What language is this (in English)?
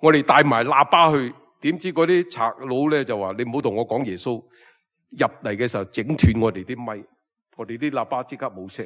Cantonese